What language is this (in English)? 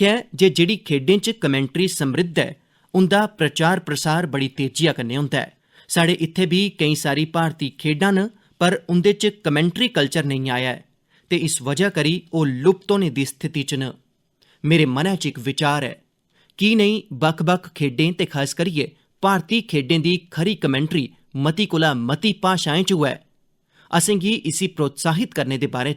Dogri